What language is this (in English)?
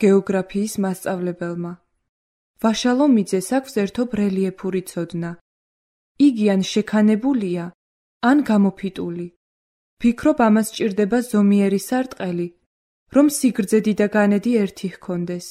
Georgian